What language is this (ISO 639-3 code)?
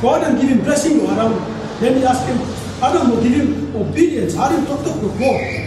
tpi